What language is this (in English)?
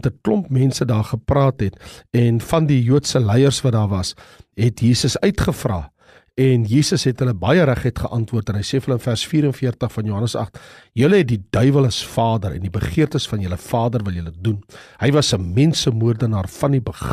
Afrikaans